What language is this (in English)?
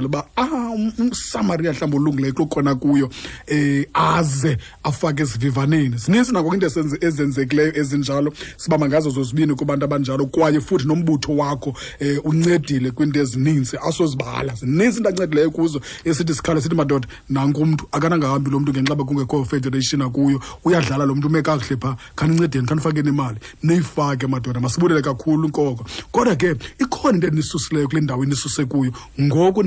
Xhosa